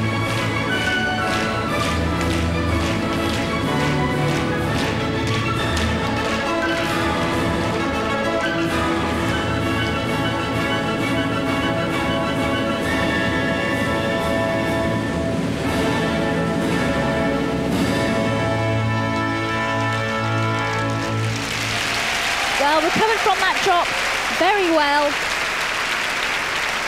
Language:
English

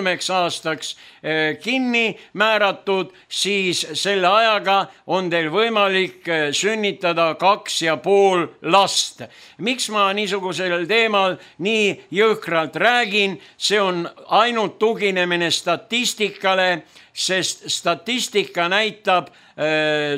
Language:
Estonian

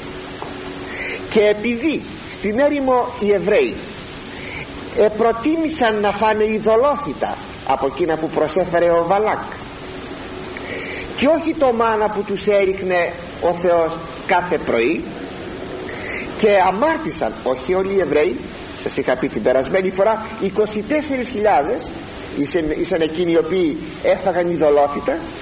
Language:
Greek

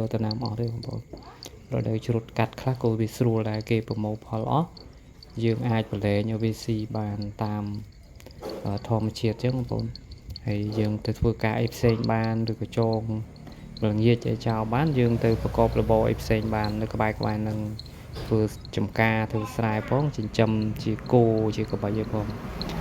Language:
Khmer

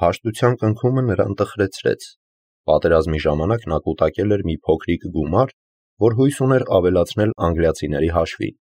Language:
Armenian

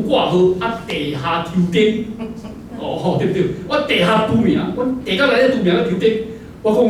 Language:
Min Nan Chinese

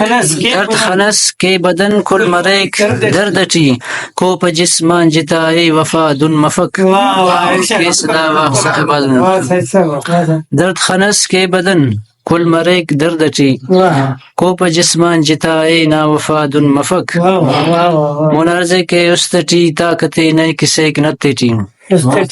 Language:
Brahui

